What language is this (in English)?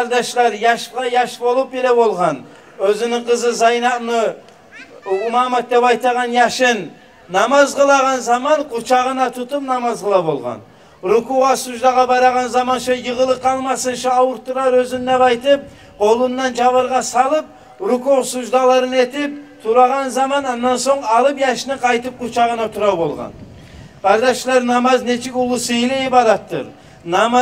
Kumyk